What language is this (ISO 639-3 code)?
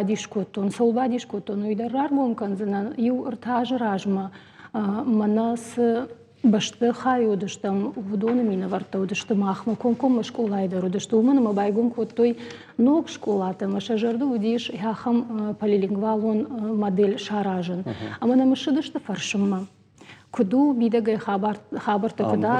oss